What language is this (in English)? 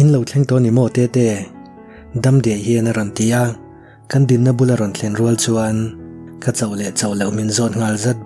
Mizo